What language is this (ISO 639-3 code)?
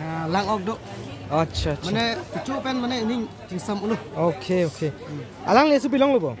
mjw